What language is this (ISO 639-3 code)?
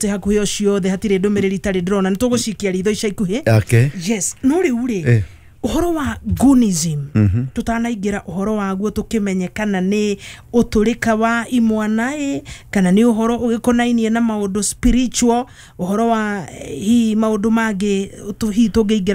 kik